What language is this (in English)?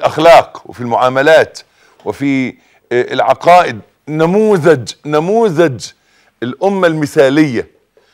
Egyptian Arabic